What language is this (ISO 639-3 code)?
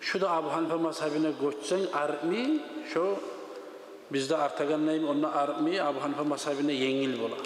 kum